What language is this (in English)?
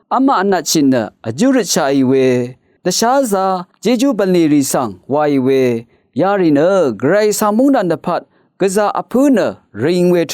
Rawang